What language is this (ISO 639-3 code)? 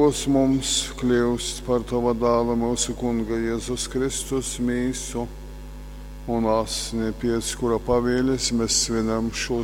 ltg